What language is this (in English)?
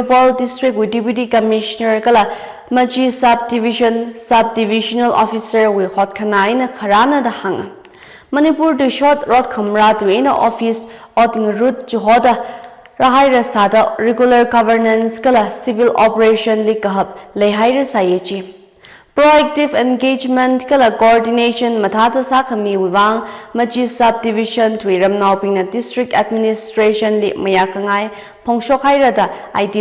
Tangkhul Naga (India)